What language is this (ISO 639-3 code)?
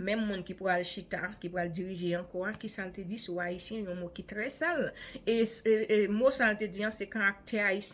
hat